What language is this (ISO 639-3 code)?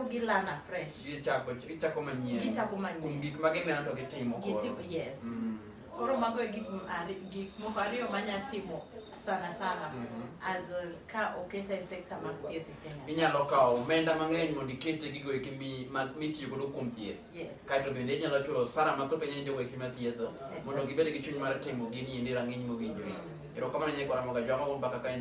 luo